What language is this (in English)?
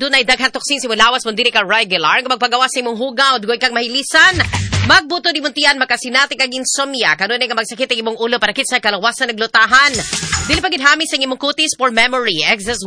Cebuano